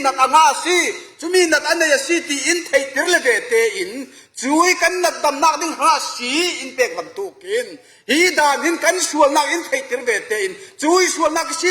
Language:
Falam Chin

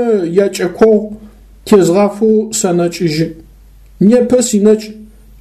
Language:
Adyghe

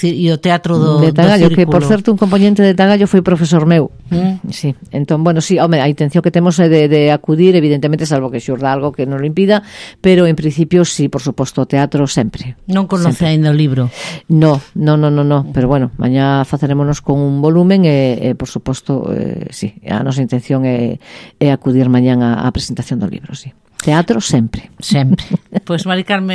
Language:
Galician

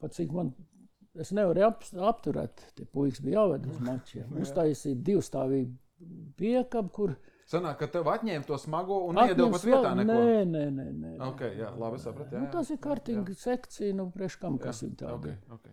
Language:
Latvian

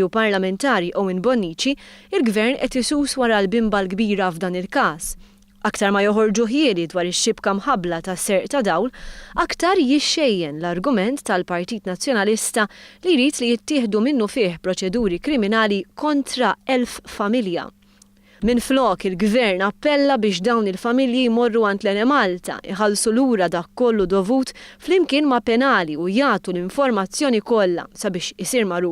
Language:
Maltese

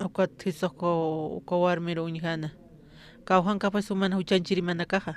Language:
Aymara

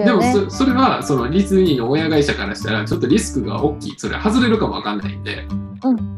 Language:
Japanese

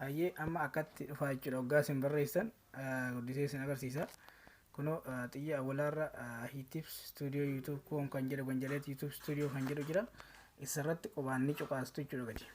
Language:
Oromo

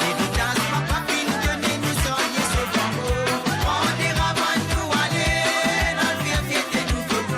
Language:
Morisyen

